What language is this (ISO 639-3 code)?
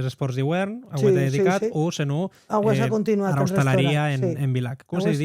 oci